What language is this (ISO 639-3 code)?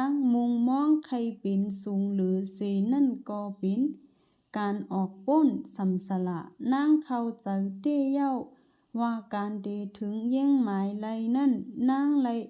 shn